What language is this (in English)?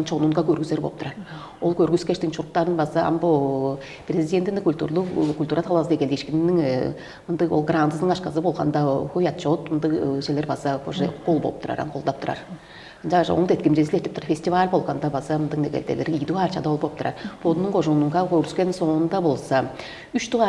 Tuvinian